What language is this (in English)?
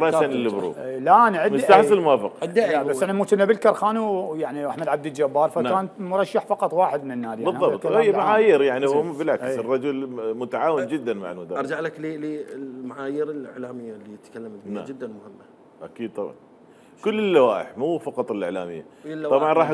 Mesopotamian Arabic